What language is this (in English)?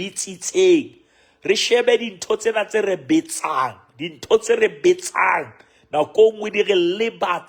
Southern Sotho